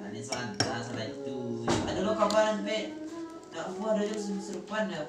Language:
Minangkabau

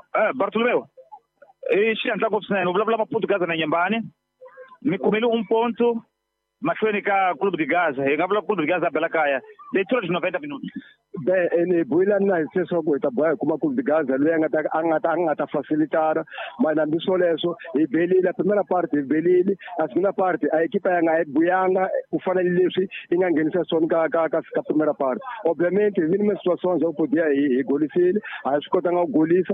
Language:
Tsonga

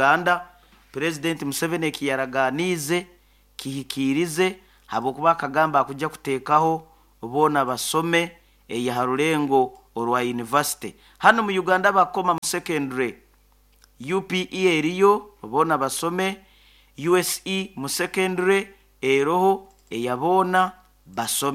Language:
Nyoro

